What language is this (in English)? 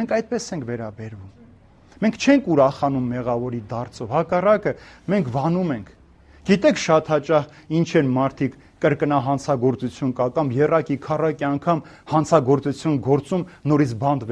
Armenian